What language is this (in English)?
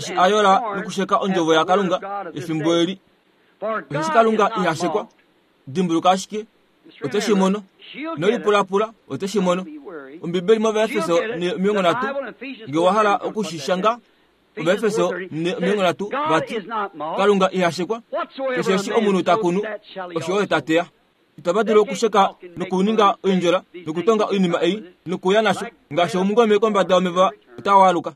Kuanyama